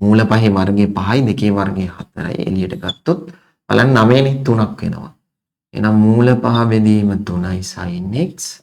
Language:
Sinhala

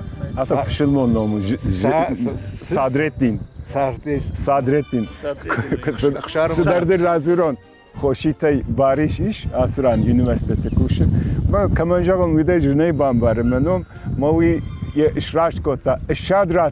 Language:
Ossetic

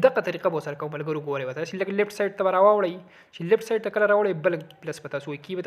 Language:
Pashto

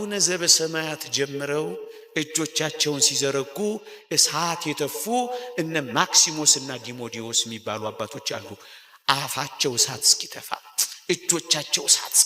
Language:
Amharic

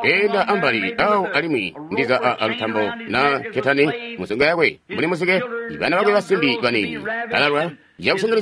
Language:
Tonga (Zambia)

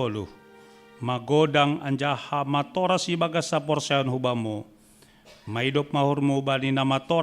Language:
Batak Simalungun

